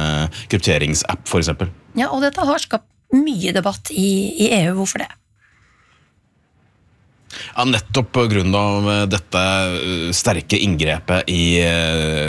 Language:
Norwegian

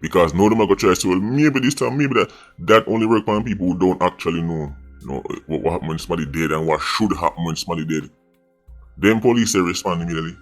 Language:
Jamaican Creole English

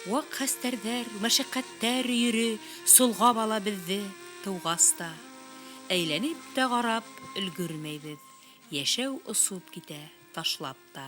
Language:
Bashkir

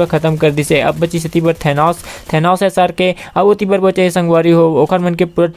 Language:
Chhattisgarhi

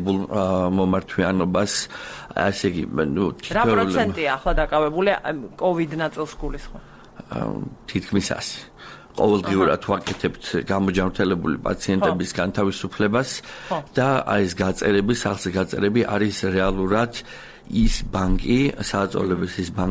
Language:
Georgian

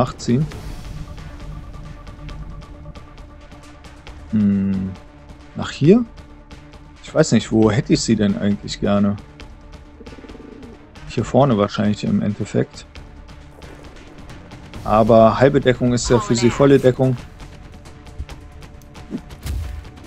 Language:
German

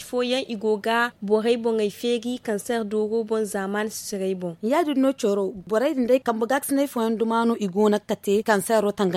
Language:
Zarma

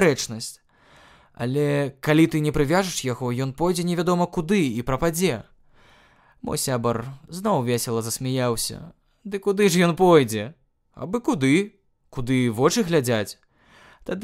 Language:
Belarusian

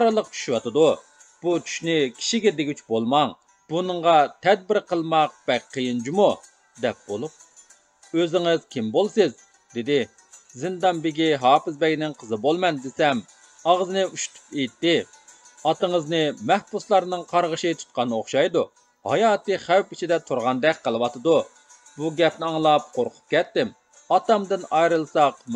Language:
Uyghur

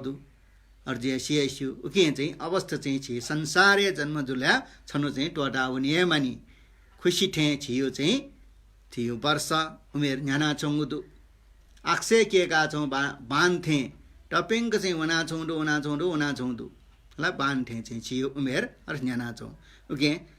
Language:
Newari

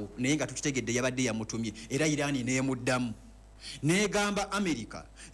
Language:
Ganda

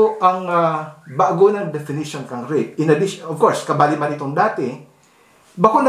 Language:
Bikol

